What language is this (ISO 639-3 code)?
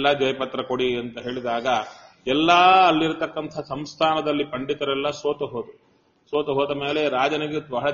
kan